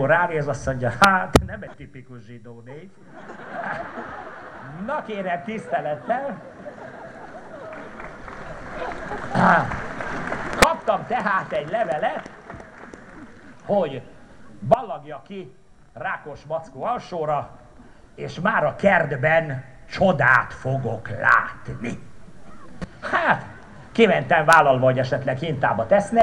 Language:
Hungarian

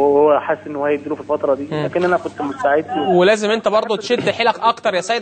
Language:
Egyptian Arabic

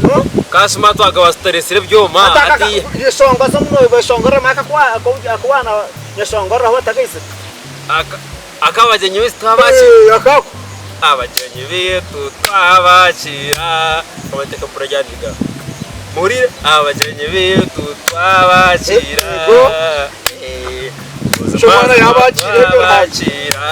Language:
Nyankole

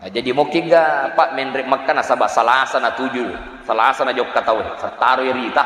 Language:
Buginese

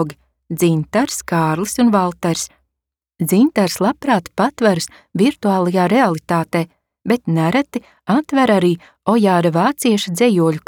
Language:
Latvian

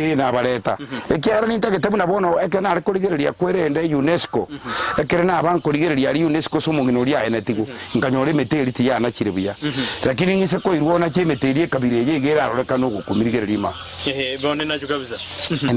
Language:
Gusii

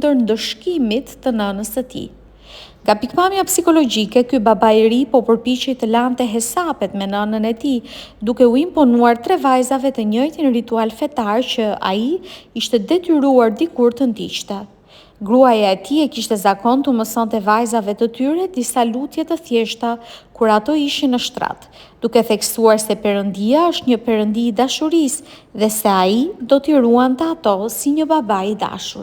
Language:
Albanian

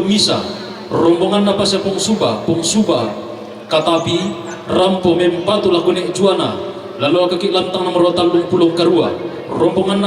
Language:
Toraja-Sa'dan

